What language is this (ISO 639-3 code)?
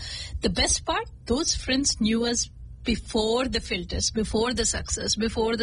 tel